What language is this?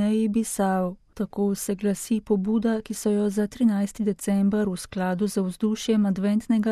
Slovenian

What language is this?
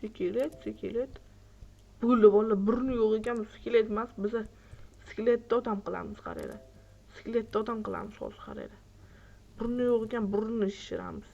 Uzbek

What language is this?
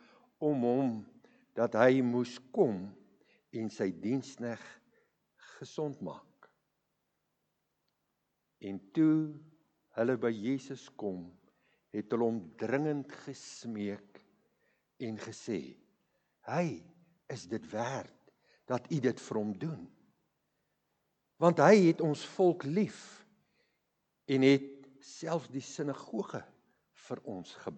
Afrikaans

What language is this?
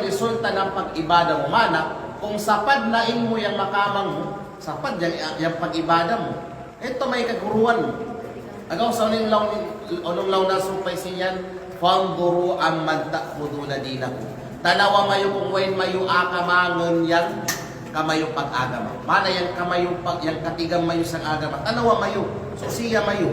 Kalagan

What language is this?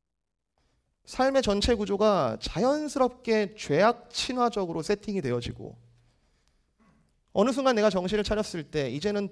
Korean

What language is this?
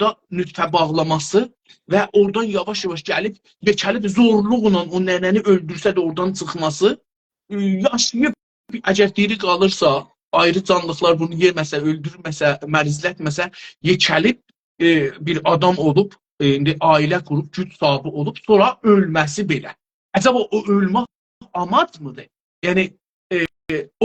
South Azerbaijani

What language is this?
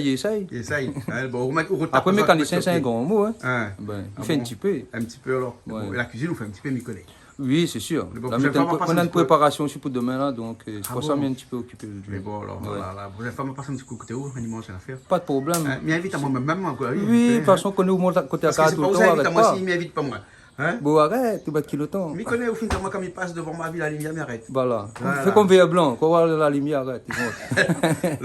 Réunion Creole French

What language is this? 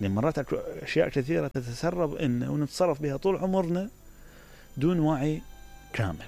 Mesopotamian Arabic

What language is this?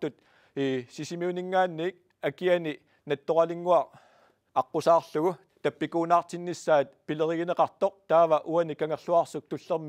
Kalaallisut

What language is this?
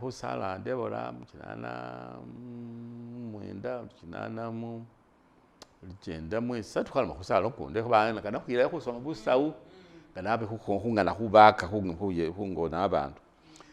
Masaaba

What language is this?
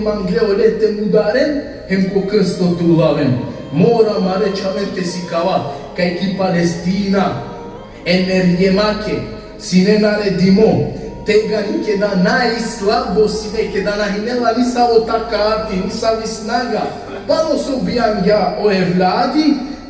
Balkan Romani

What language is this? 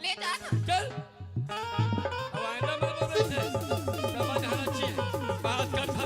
Chhattisgarhi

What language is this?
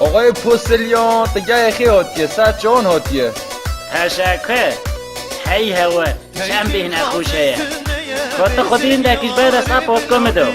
Kurdish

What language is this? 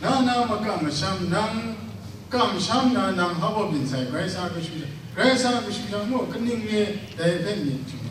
Kachin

